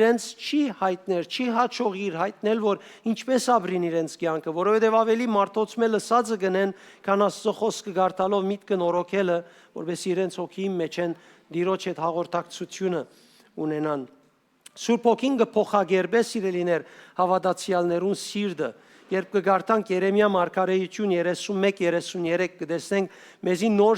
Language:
Western Armenian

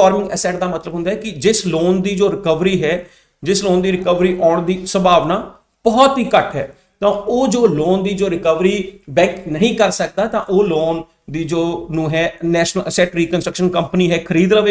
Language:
Punjabi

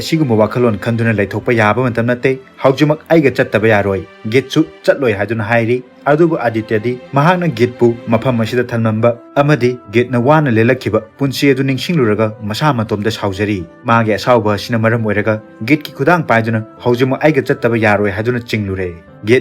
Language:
Manipuri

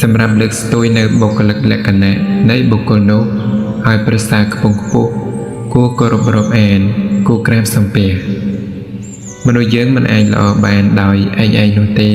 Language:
Khmer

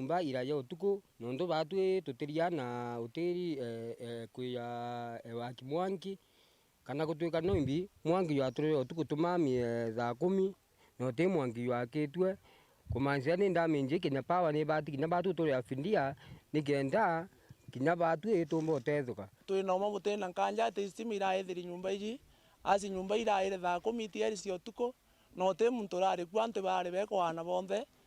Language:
Meru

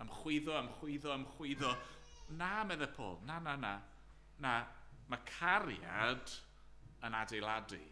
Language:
Welsh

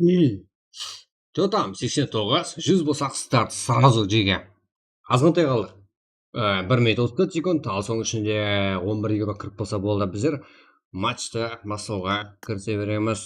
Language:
Kara-Kalpak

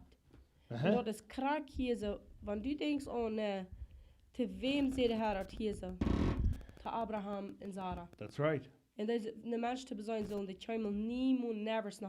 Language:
Plautdietsch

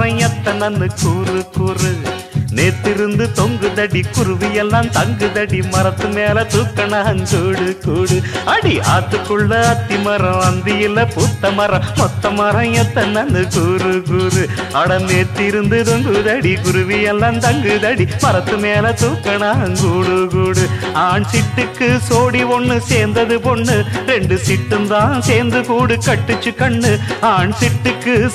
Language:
Tamil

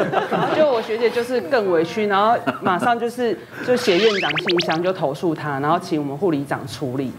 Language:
Chinese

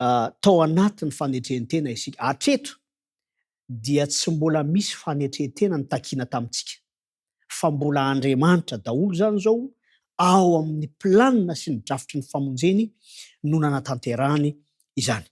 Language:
Malagasy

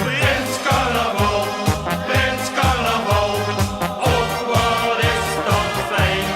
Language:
Limburgish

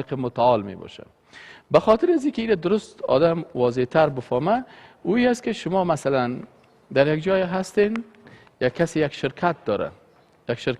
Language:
Persian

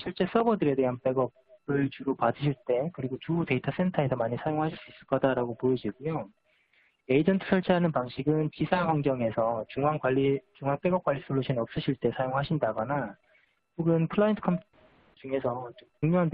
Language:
Korean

